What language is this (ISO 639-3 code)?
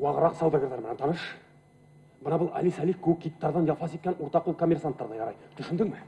bak